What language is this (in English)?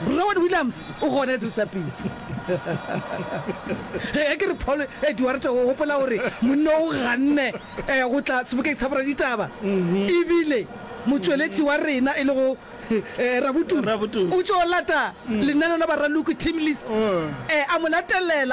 Northern Sotho